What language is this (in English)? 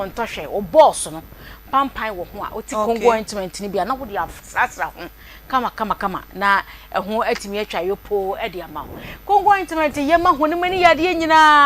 Akan